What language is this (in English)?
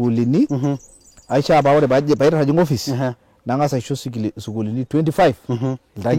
Masai